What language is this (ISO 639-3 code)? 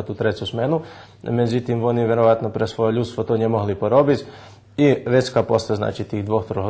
rue